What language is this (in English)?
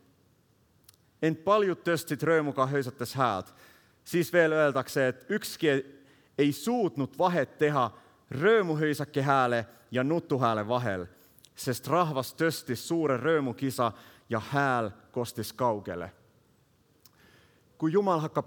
Estonian